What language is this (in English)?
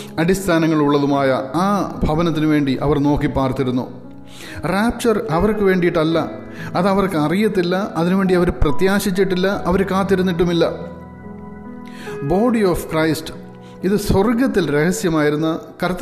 Malayalam